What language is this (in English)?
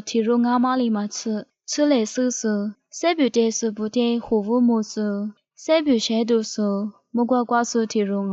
Lisu